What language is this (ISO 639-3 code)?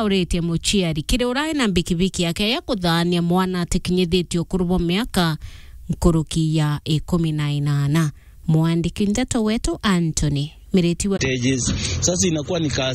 mer